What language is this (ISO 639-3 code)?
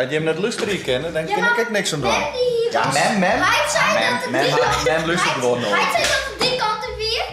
fry